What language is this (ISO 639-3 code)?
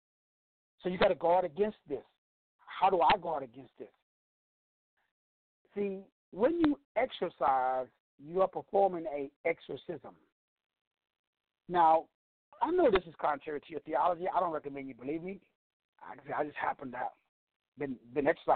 eng